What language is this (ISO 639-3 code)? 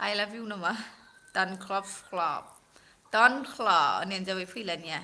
brx